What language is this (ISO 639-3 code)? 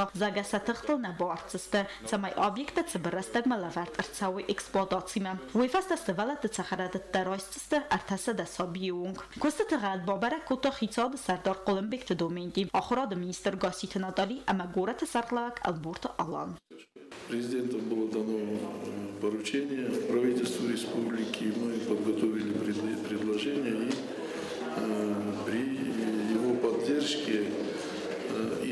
oss